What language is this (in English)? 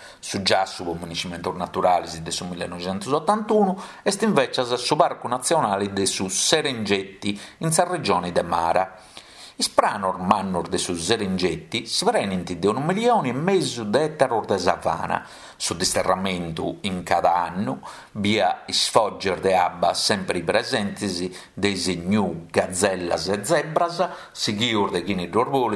Sardinian